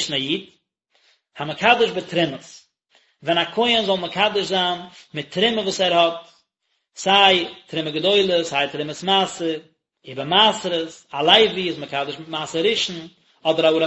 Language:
Yiddish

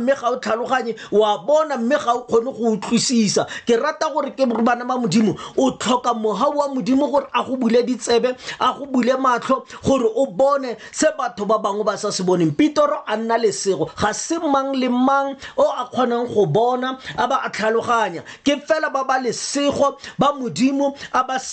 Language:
Tswana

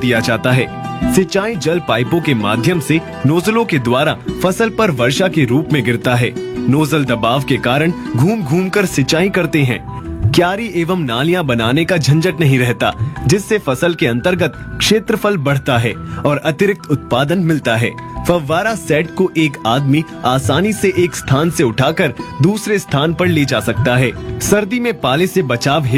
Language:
Hindi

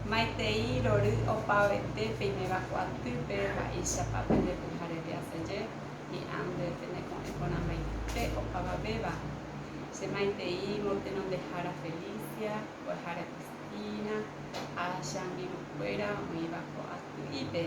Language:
Guarani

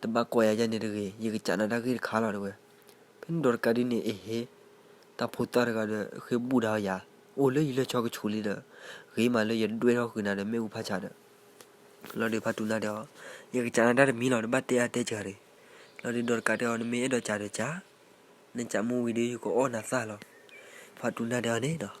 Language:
S'gaw Karen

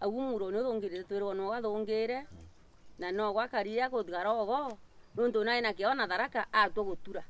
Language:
Meru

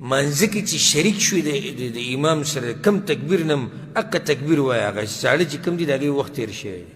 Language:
Pashto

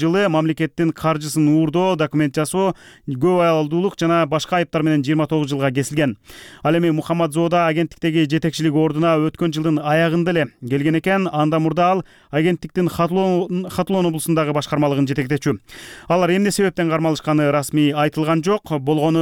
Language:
Kyrgyz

